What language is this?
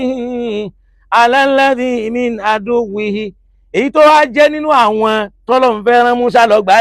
Yoruba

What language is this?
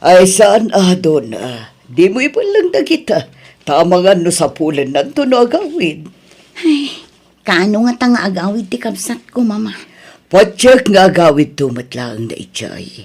Iloko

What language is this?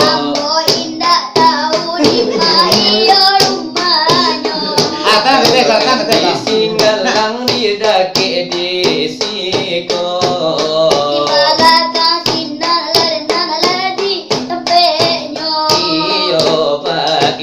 Minangkabau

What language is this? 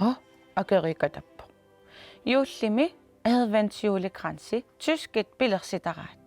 Kalaallisut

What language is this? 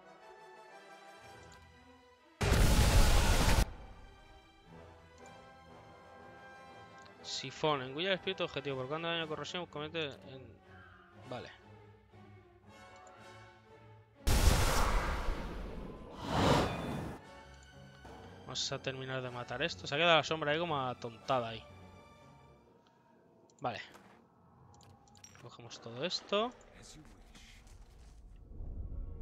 Spanish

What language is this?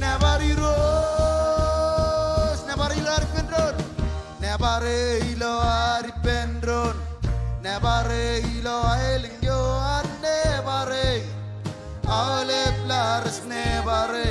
Marshallese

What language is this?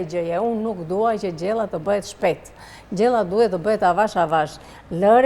Albanian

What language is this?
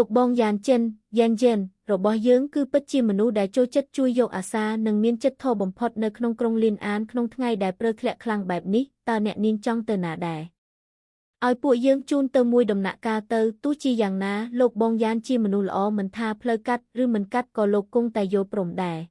Khmer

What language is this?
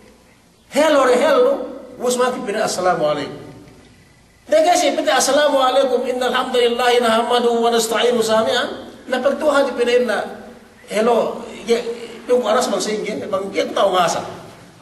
Yakan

